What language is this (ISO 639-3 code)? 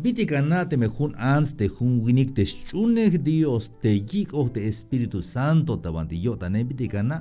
tzh